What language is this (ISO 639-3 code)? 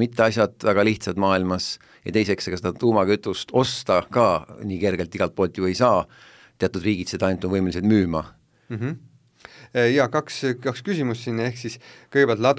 est